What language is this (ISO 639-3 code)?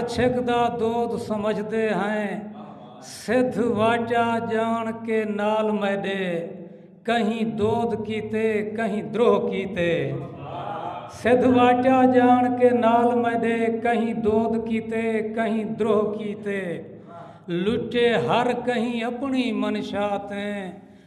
skr